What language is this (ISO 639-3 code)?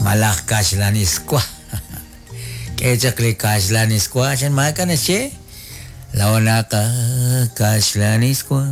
kek